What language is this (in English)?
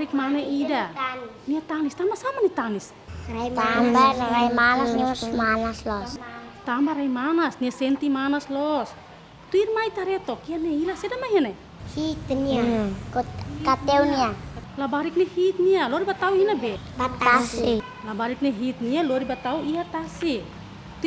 Tetum